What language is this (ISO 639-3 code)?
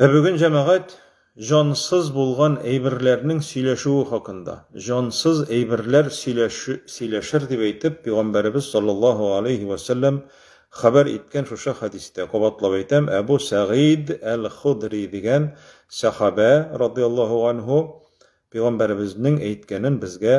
tat